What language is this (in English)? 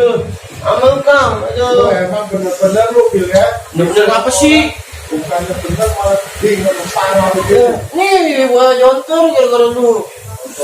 Betawi